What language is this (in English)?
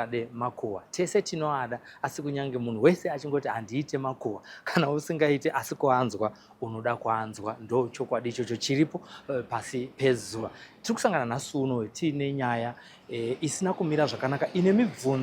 Shona